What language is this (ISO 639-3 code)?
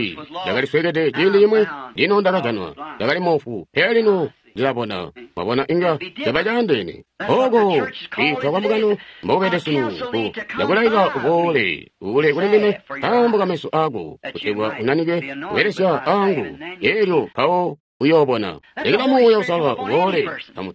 toi